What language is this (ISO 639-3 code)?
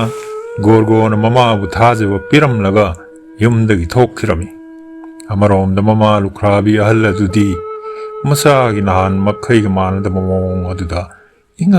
mni